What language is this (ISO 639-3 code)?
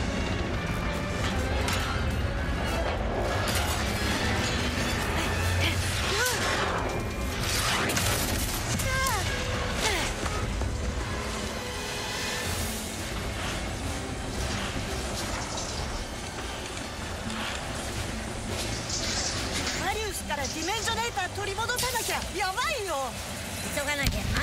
jpn